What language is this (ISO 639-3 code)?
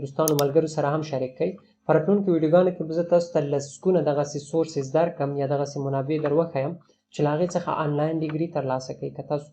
pus